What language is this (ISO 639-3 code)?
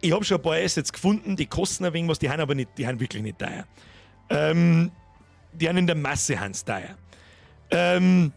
bar